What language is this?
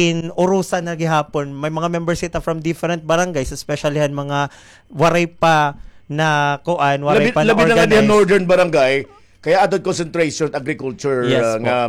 Waray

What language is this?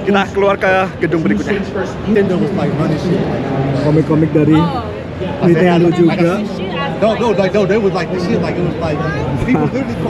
Indonesian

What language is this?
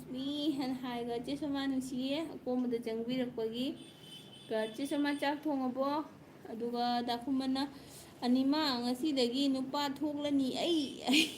Manipuri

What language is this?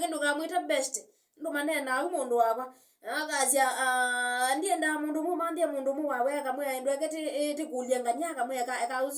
Kamba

